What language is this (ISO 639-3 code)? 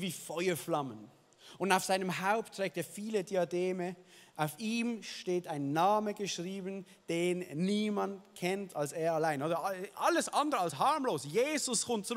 gsw